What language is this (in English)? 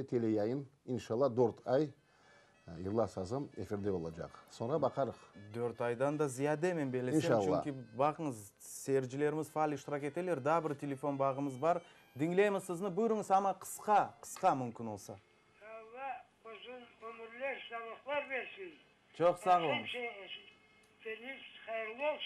Crimean Tatar